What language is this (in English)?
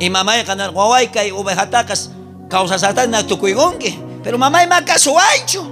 South Bolivian Quechua